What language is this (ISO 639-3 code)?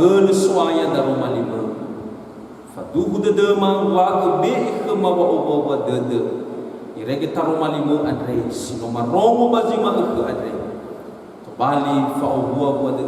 nia